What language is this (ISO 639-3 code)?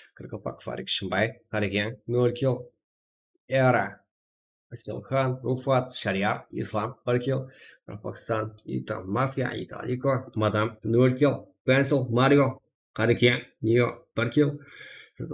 kaa